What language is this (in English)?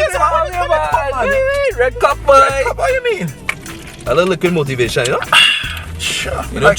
Jamaican Creole English